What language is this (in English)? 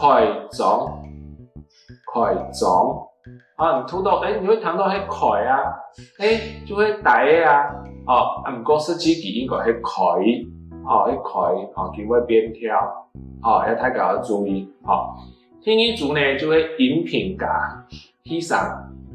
Hakka Chinese